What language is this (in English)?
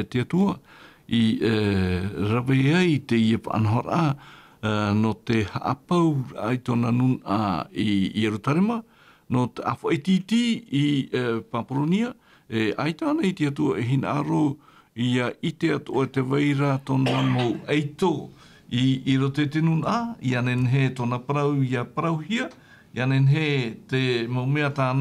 Tahitian